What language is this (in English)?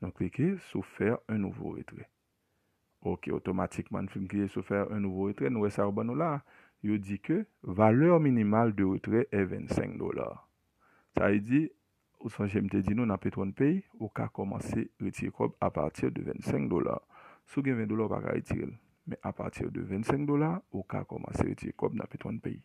Haitian Creole